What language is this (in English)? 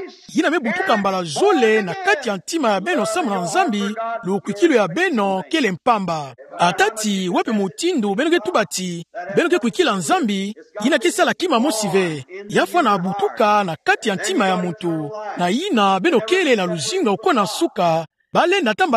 Kituba (Democratic Republic of Congo)